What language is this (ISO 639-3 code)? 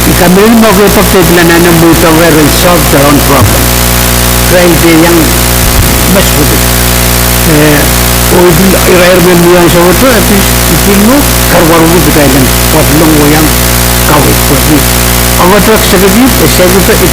pon